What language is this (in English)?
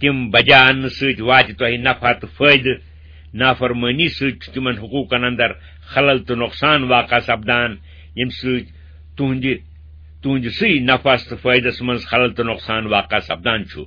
Kashmiri